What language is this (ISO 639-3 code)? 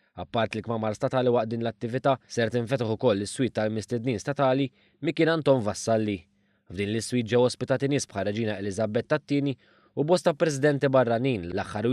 mlt